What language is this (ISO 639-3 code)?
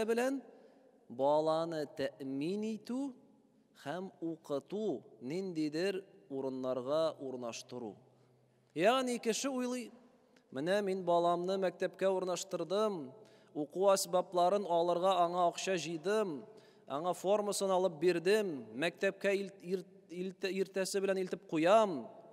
tat